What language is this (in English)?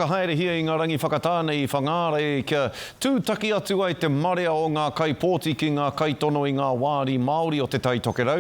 Māori